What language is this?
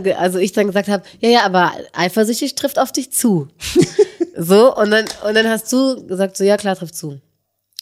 German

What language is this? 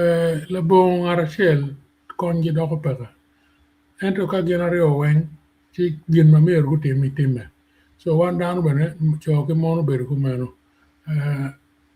Acoli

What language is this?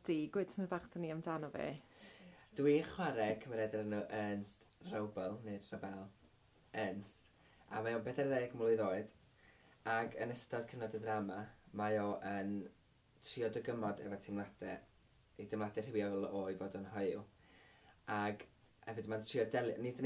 Welsh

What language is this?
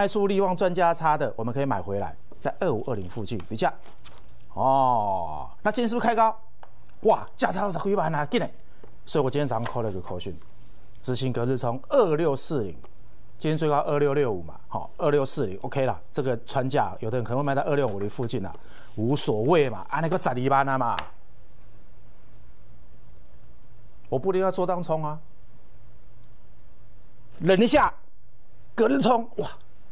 Chinese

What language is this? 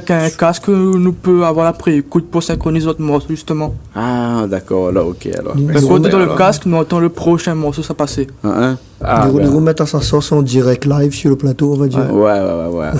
Réunion Creole French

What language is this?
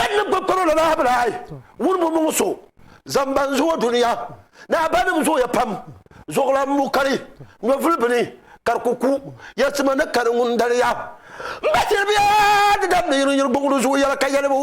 Dagbani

